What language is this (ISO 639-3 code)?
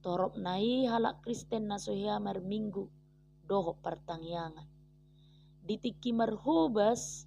bbc